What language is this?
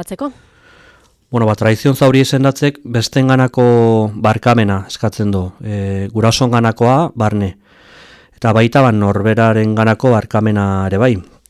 Basque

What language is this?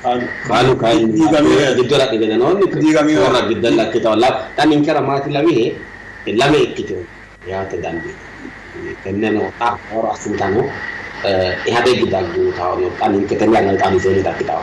Sidamo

